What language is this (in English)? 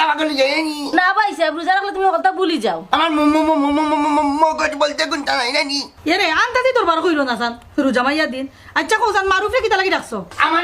Sylheti